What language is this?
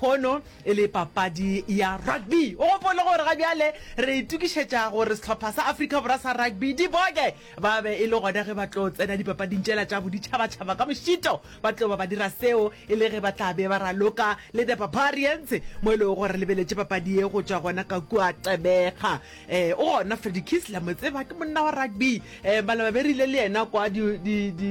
Northern Sotho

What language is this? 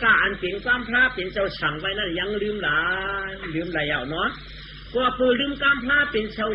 Shan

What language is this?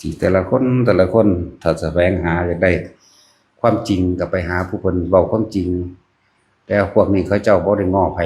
Northeastern Thai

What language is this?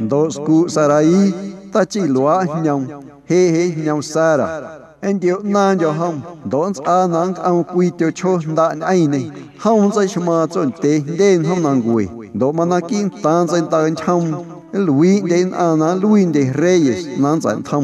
Guerrero Amuzgo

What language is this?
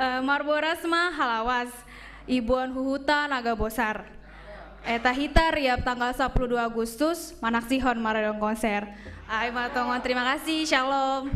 Batak Simalungun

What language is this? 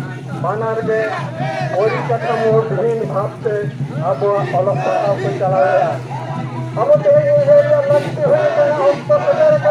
Santali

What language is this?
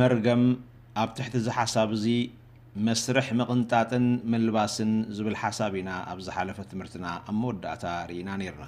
Tigrinya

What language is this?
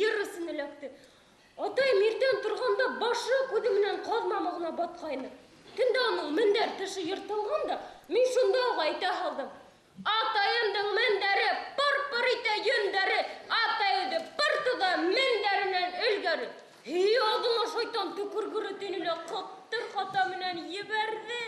Bashkir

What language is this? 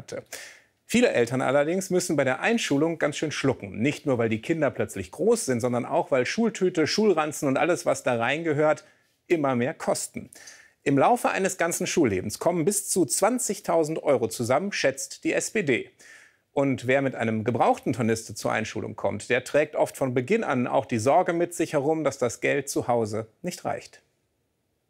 German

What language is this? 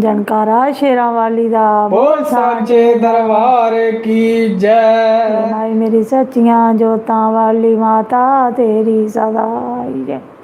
Dogri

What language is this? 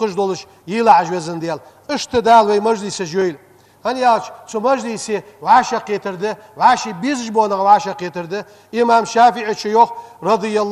Ingush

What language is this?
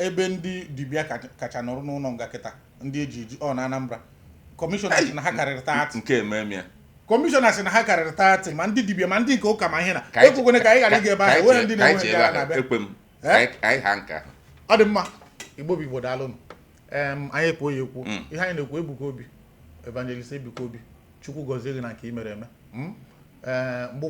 Igbo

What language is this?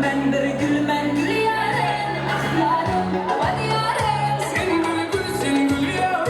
Kara-Kalpak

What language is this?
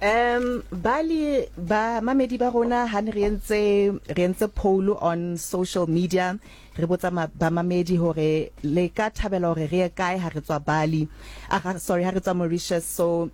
Southern Sotho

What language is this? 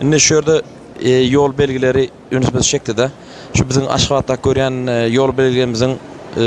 Turkmen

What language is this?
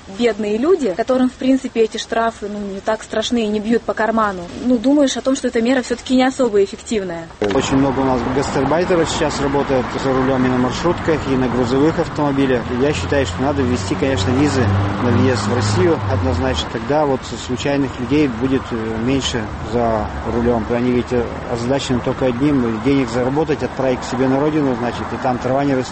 Russian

